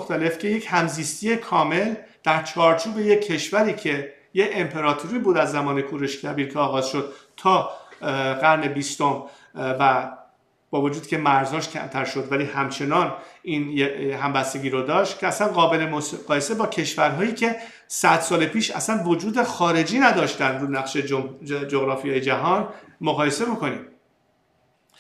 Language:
Persian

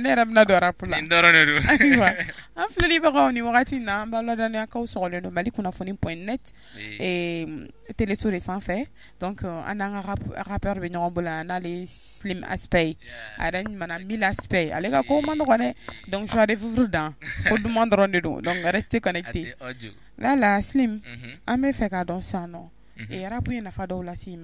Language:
Bambara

